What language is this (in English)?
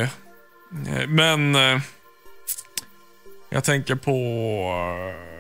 Swedish